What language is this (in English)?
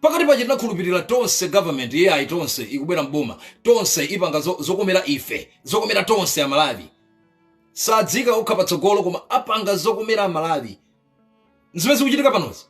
Nyanja